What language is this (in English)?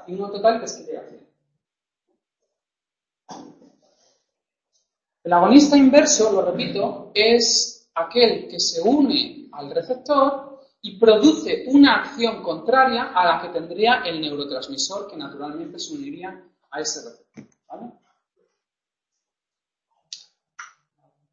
Spanish